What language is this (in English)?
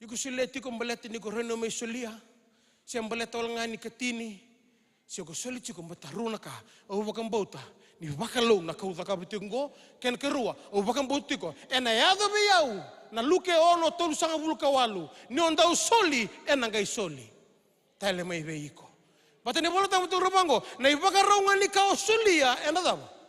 Fijian